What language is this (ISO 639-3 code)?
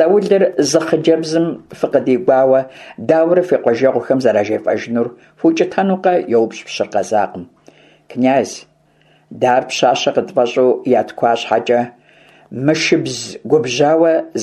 kbd